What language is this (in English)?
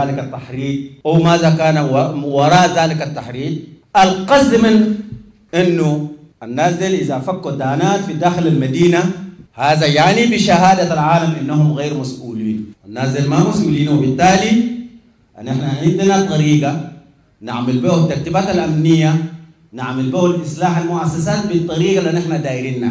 Sudanese Arabic